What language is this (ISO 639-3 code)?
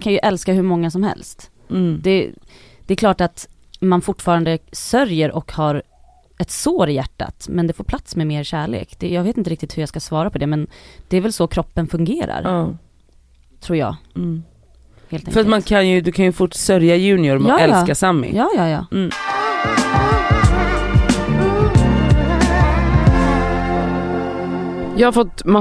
swe